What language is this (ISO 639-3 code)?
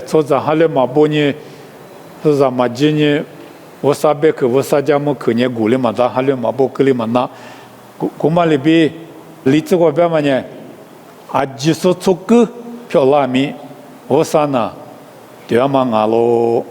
lis